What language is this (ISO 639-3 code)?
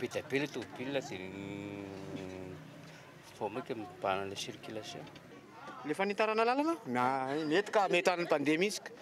mlg